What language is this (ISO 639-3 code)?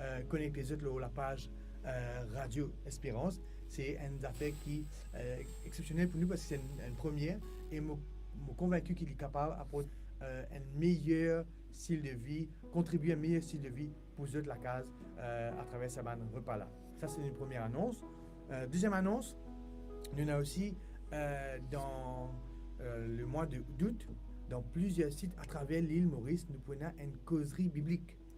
mfe